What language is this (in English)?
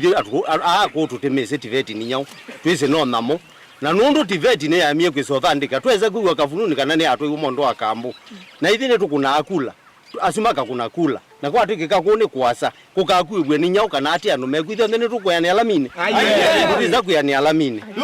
Kamba